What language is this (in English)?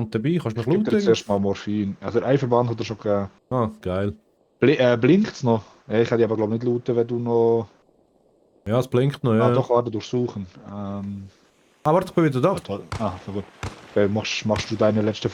Swiss German